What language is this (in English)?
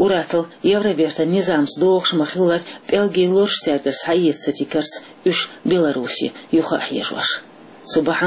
Chechen